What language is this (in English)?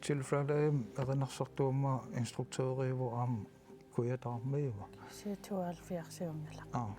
Kalaallisut